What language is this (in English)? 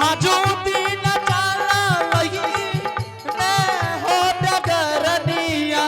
Angika